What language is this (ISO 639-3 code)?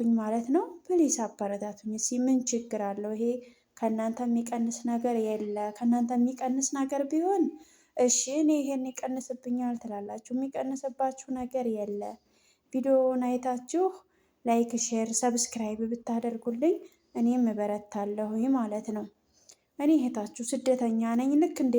amh